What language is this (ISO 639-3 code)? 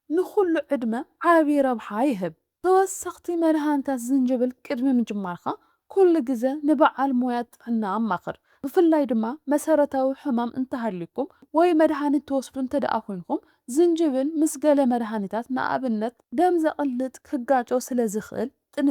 tir